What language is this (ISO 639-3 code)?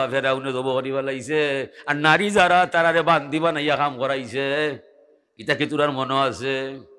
syl